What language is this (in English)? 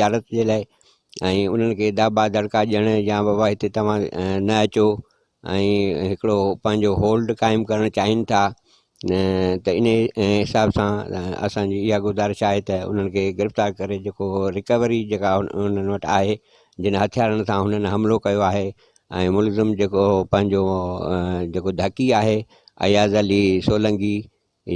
Sindhi